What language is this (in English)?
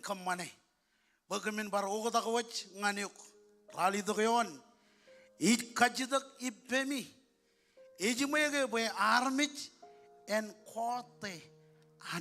Marshallese